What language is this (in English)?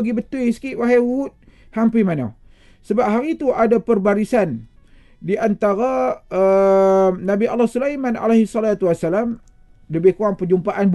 Malay